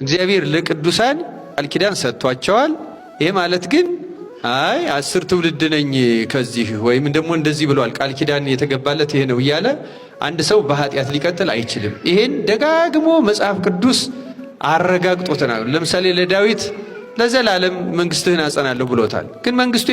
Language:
Amharic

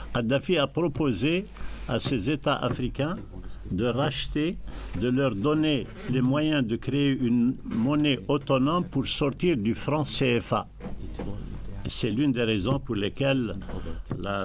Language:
French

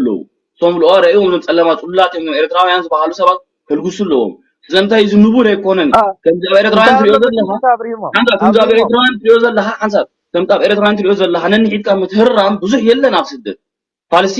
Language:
Tigrinya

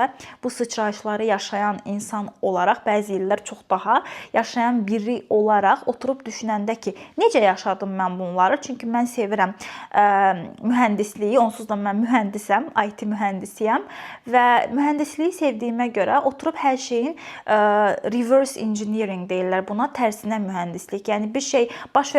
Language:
Azerbaijani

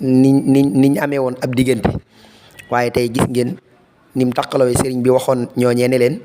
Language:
Wolof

